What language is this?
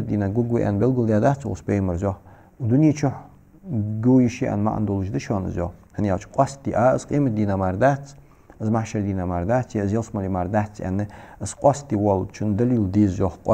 Ingush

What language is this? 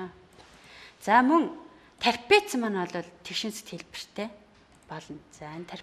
Mongolian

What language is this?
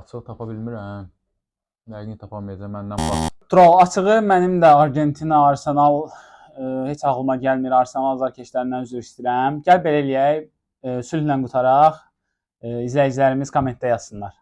Azerbaijani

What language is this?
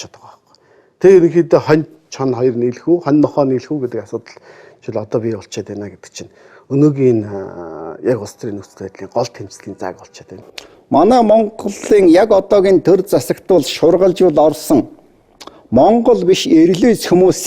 Mongolian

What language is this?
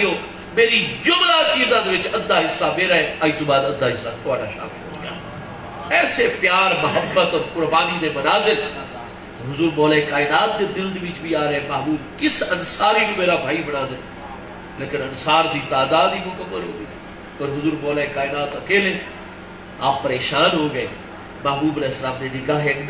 Saraiki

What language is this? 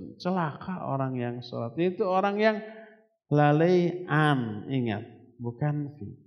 Indonesian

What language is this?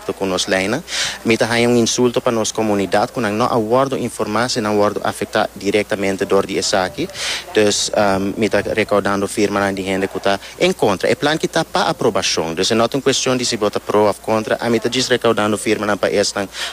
Papiamento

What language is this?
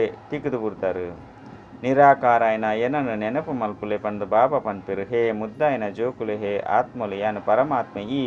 Tulu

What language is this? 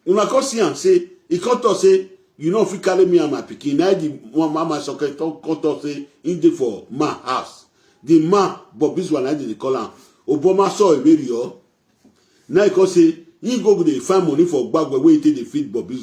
Nigerian Pidgin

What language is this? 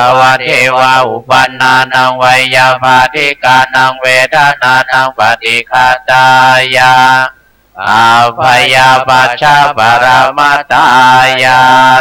Pali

